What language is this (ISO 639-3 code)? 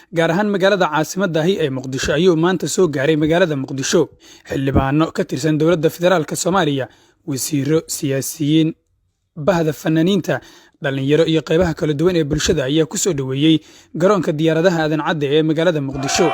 som